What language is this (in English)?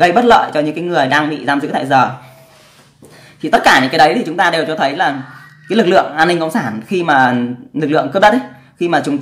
Vietnamese